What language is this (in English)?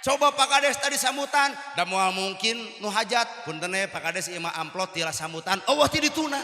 Sundanese